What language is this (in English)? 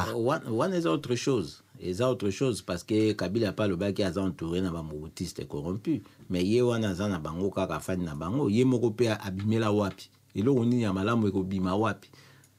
Lingala